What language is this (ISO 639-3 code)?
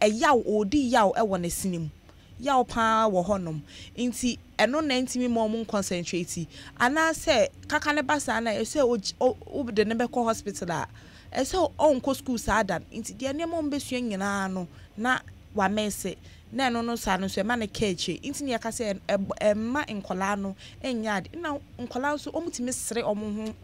aka